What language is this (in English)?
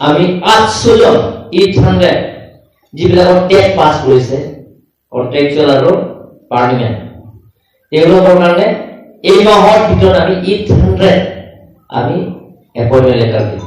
Assamese